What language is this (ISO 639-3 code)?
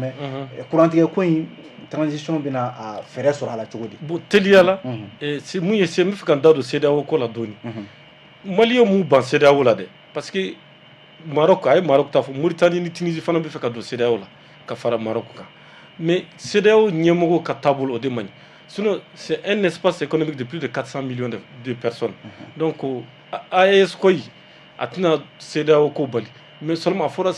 bam